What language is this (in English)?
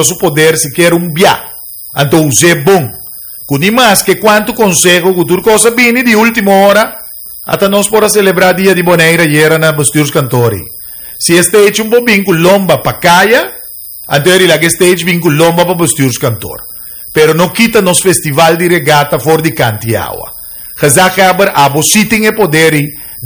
Papiamento